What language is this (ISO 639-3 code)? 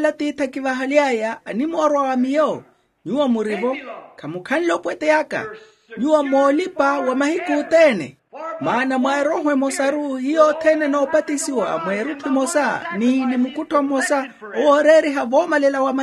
vmw